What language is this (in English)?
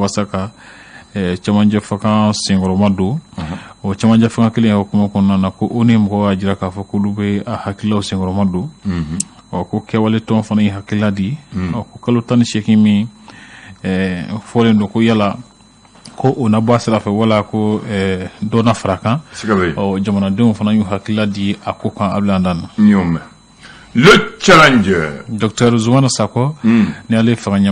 Bambara